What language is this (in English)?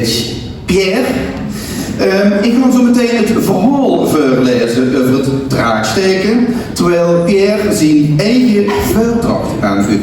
Limburgish